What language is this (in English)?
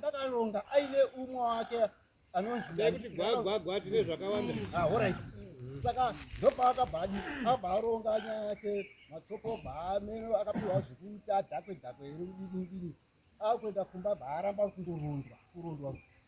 Shona